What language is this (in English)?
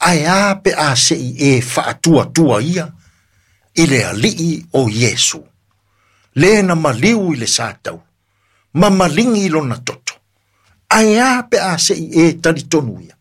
Samoan